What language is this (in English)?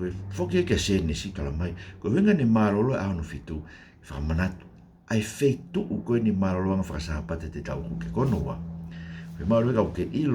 Tongan